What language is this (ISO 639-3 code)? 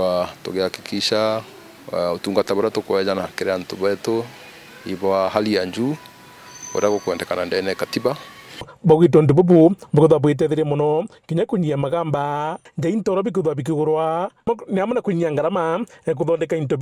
mer